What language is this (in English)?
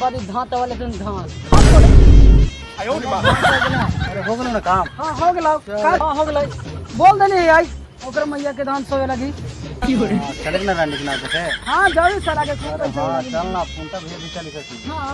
Magahi